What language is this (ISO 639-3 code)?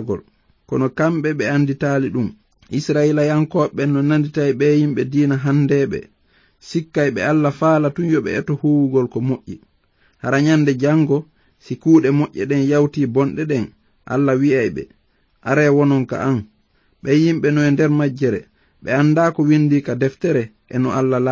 ful